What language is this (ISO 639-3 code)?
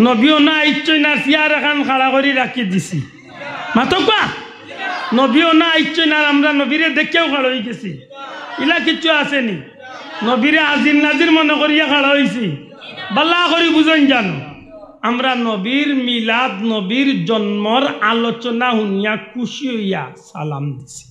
syl